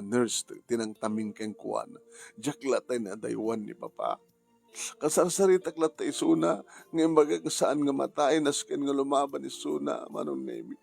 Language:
Iloko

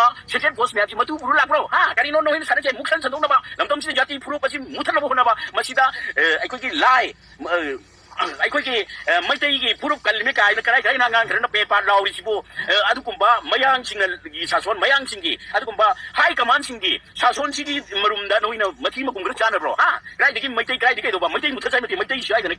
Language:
Manipuri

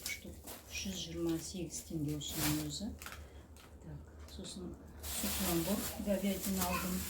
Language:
Kazakh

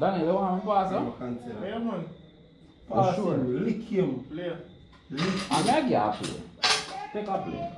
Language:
Jamaican Creole English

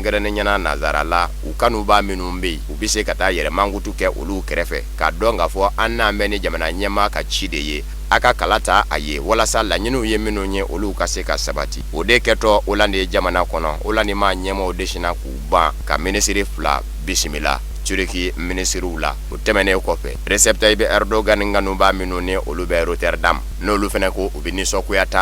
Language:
Bambara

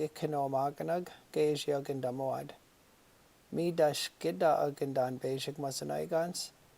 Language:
Chippewa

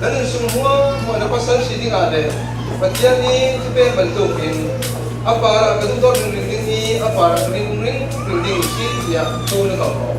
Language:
Falam Chin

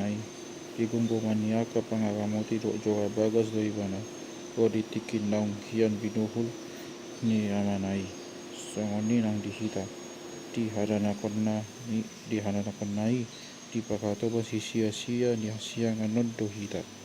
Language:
Batak Toba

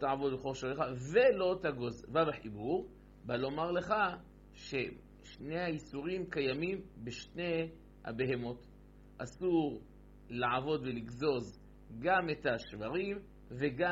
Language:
Hebrew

